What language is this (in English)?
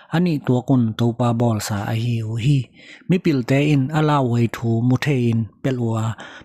Tedim Chin